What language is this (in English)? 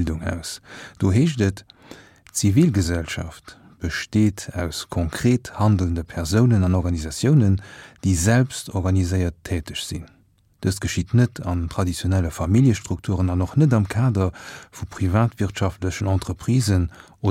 Luxembourgish